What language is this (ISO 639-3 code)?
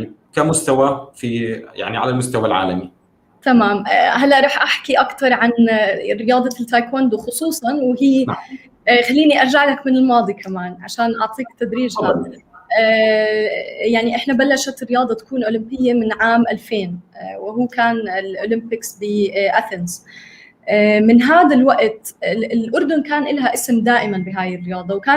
apc